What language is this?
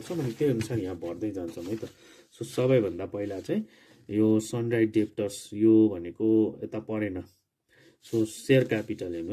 Nepali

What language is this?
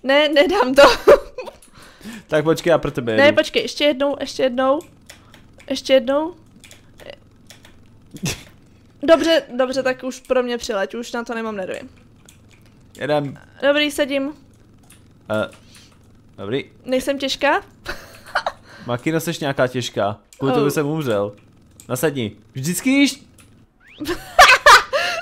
Czech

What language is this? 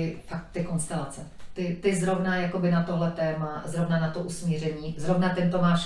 Czech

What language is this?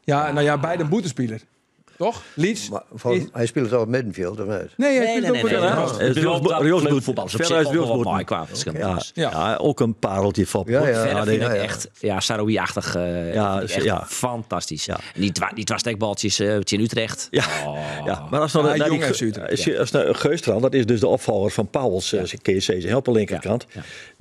Western Frisian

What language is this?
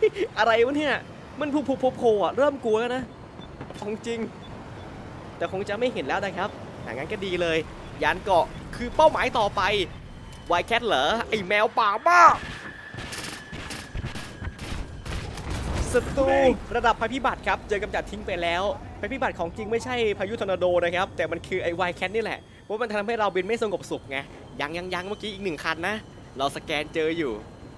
Thai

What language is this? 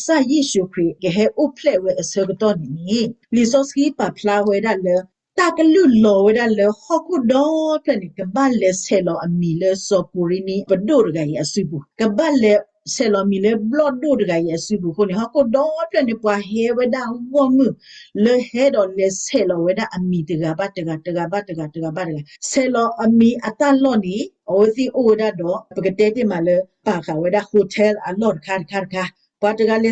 S'gaw Karen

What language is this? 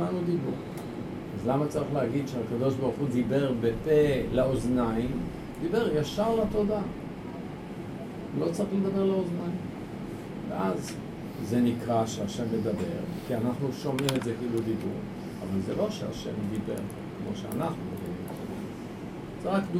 Hebrew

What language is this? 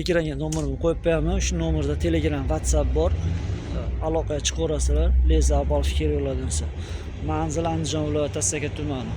Uzbek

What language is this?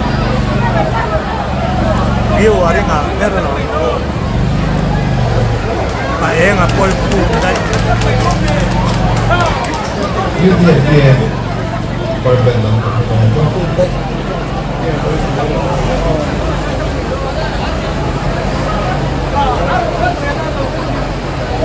Mizo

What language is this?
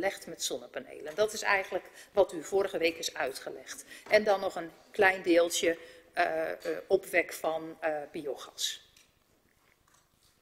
Dutch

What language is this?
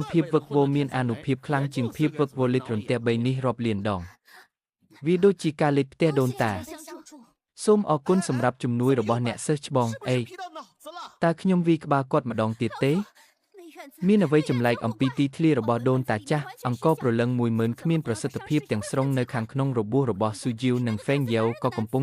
Khmer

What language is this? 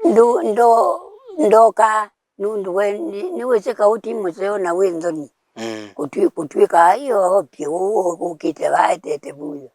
Kamba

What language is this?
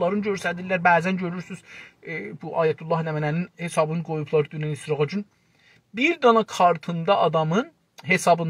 South Azerbaijani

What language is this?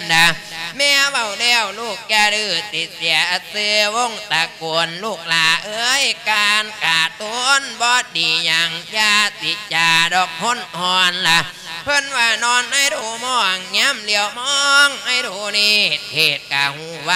Lao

